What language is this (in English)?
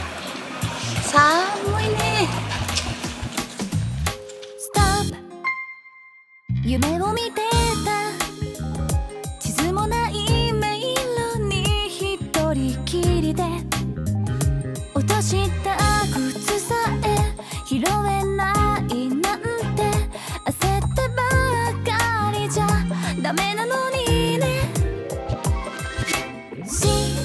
Japanese